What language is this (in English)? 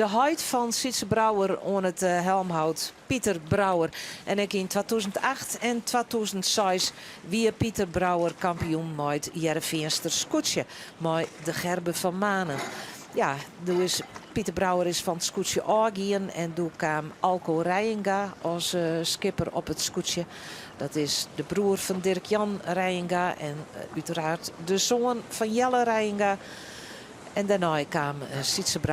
Western Frisian